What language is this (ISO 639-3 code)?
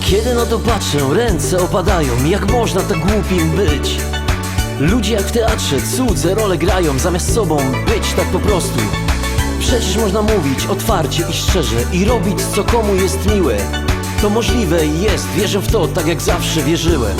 szl